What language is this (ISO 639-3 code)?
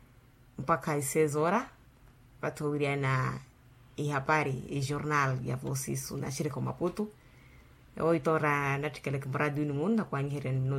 vmw